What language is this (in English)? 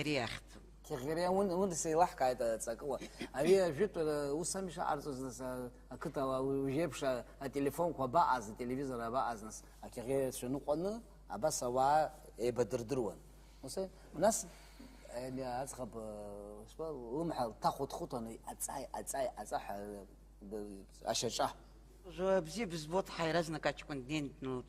Abkhazian